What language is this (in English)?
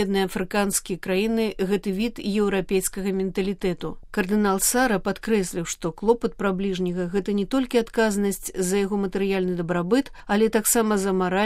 Belarusian